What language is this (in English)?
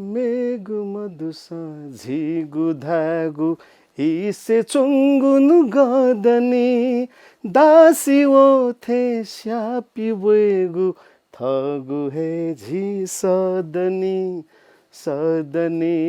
Newari